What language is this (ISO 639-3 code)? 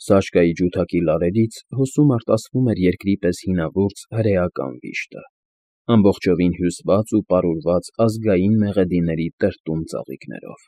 hye